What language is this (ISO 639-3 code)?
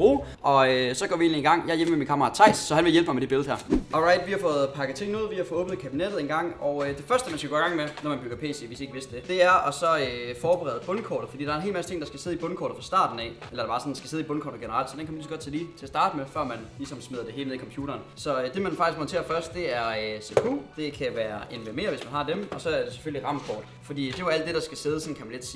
dan